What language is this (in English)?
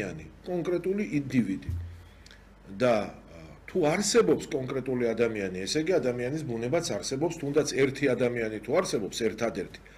Georgian